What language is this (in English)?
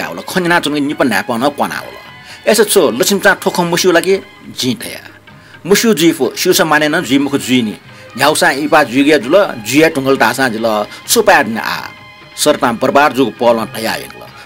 Newari